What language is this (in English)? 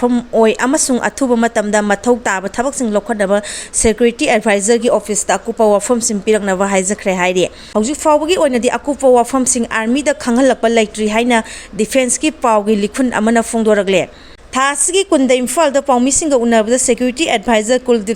Manipuri